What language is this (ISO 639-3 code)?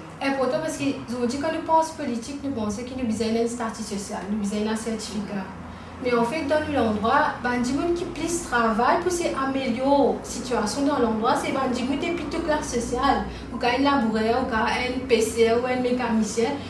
mfe